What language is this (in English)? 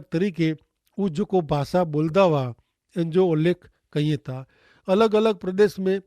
Kachhi